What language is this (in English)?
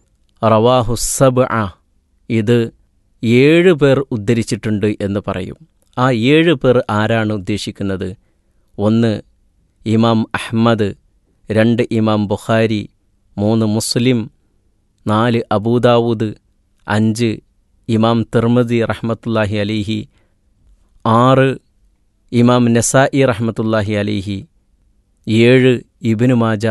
Malayalam